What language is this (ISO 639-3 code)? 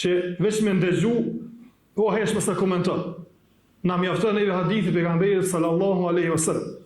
sqi